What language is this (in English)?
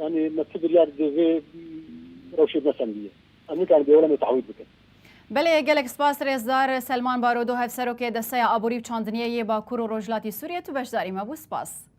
Kurdish